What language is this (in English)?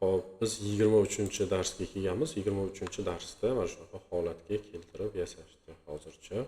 Uzbek